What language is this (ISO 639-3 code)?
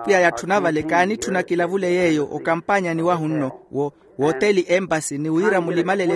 vmw